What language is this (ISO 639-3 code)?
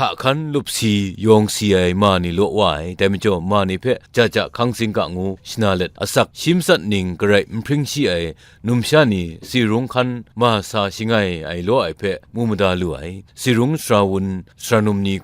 kac